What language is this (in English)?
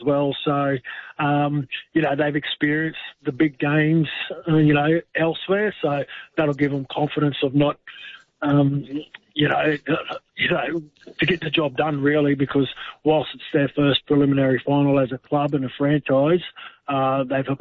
English